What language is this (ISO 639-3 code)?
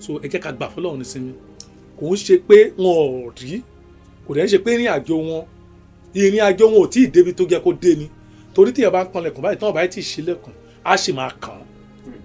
yor